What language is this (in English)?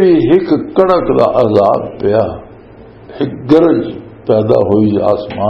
Western Panjabi